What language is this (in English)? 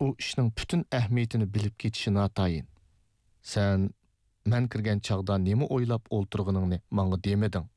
Uyghur